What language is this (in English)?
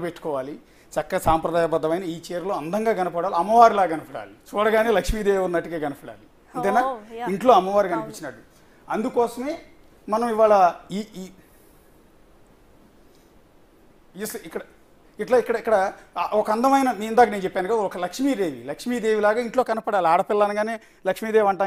Telugu